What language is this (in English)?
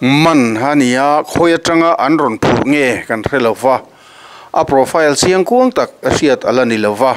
Mizo